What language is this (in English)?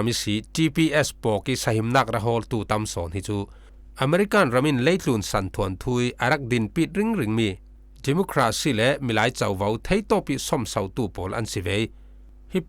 Falam Chin